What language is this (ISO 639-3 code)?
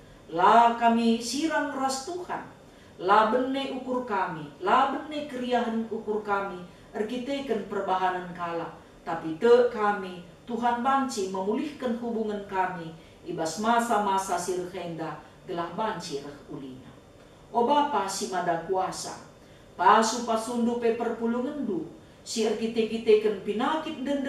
btx